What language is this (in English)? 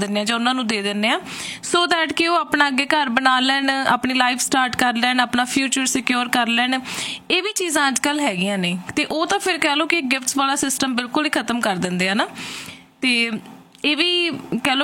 Punjabi